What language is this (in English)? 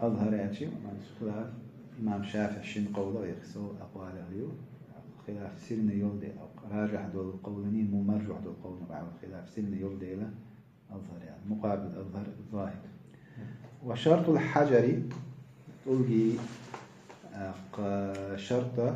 Chechen